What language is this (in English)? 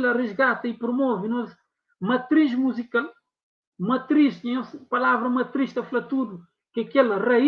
Kabuverdianu